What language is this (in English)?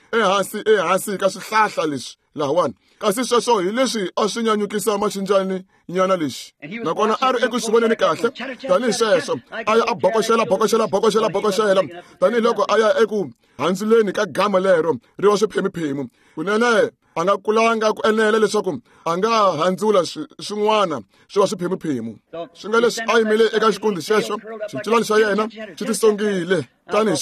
Tsonga